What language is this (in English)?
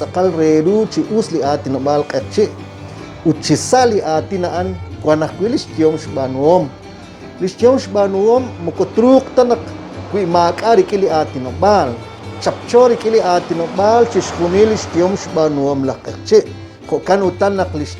Kekchí